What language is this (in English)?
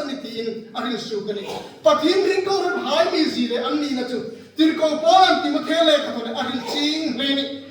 Hmar